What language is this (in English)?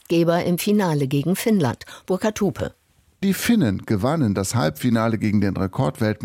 German